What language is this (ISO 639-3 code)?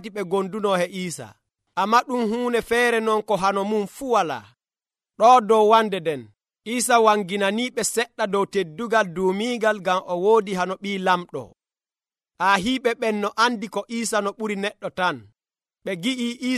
fuv